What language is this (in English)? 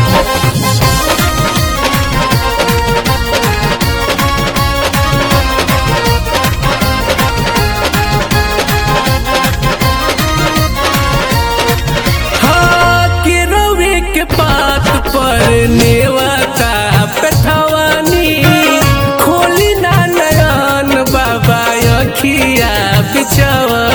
Bhojpuri